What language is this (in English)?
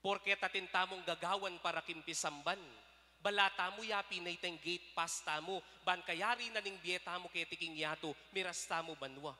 Pampanga